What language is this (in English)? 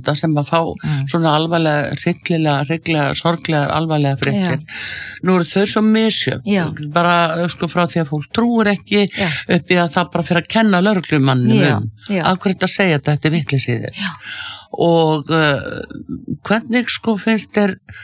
Icelandic